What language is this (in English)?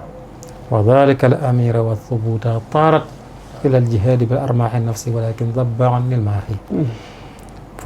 Wolof